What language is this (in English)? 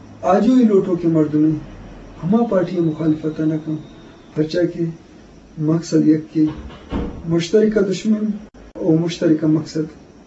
Eastern Balochi